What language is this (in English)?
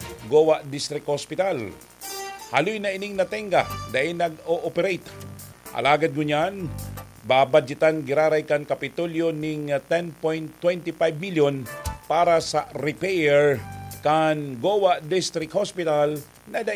Bikol